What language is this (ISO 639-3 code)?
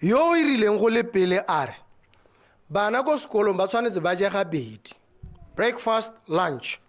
tsn